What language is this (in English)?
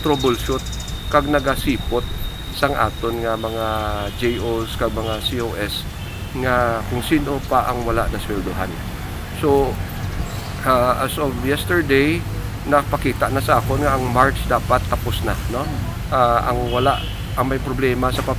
Hiligaynon